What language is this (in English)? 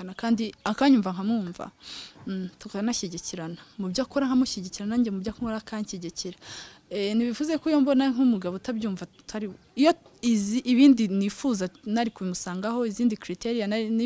Kinyarwanda